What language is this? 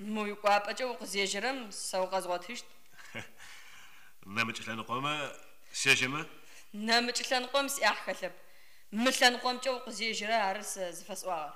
Adyghe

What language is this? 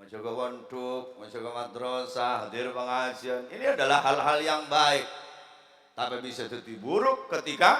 Madurese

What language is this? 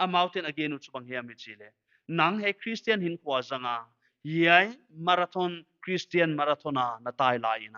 Paite Chin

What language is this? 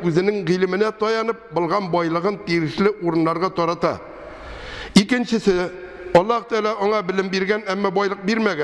Tatar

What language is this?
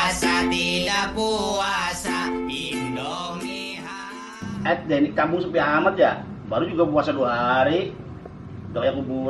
Betawi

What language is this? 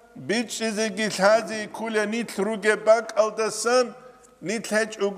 Avaric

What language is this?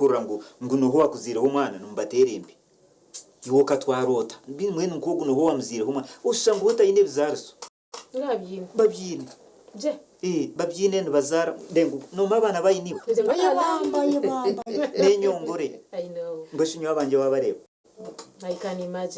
Nyankole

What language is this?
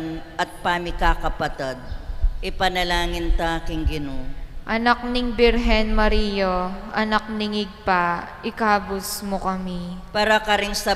Pampanga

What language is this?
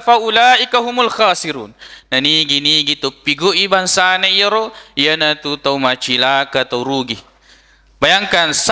Buginese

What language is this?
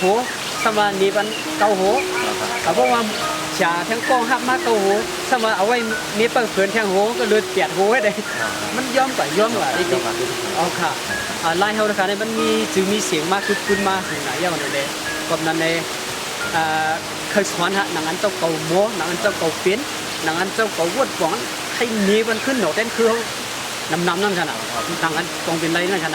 Shan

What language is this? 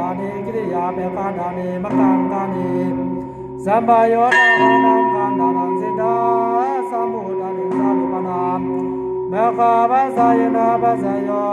Pali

